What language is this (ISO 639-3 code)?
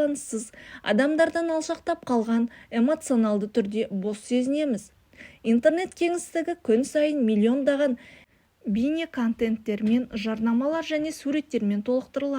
kaz